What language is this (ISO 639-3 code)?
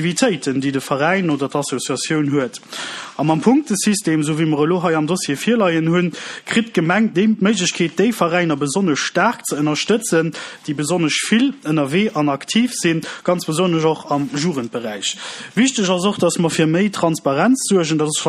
ltz